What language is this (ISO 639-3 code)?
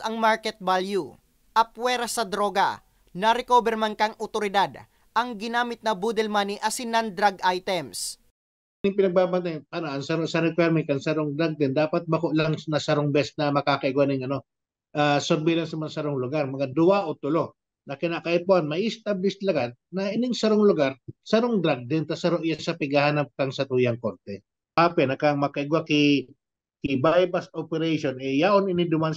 bik